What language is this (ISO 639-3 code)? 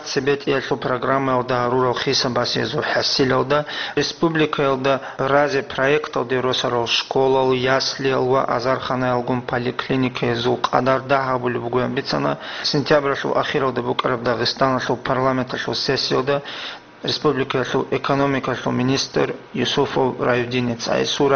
ava